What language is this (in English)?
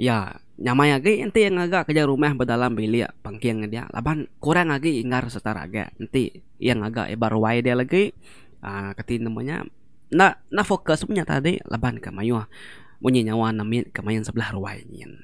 Iban